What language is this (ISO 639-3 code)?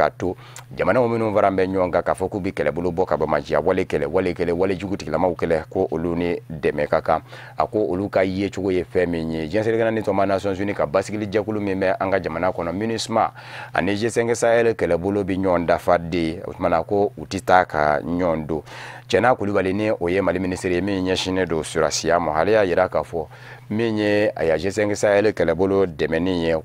bam